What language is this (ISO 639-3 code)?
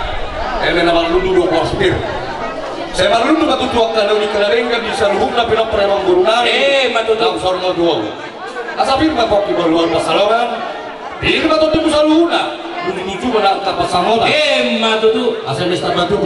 bbc